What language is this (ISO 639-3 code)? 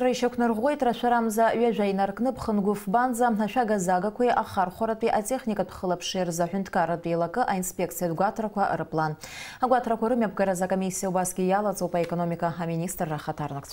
abk